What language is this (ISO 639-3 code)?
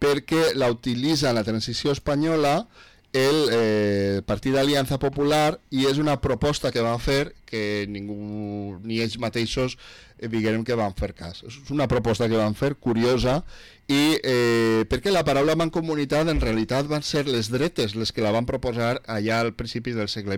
cat